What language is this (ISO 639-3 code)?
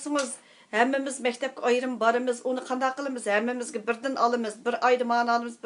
uig